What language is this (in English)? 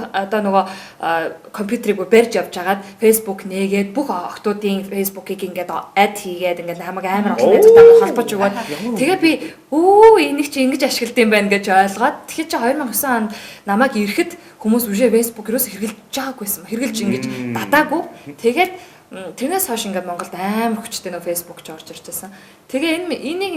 Mongolian